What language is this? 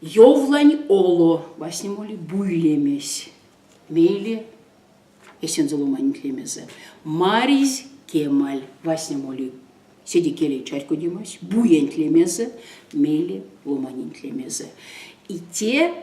Erzya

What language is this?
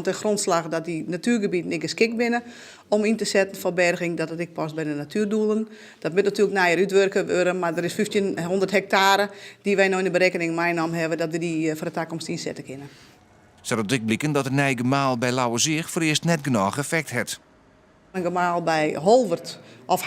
Western Frisian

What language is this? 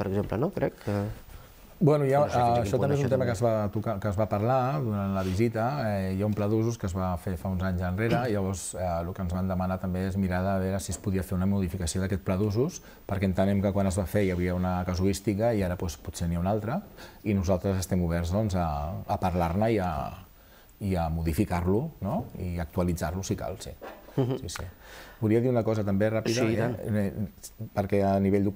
Catalan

